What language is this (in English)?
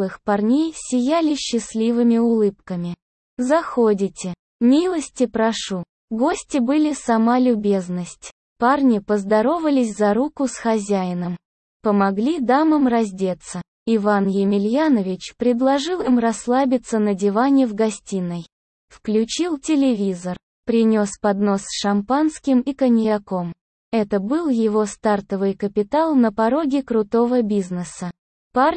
Russian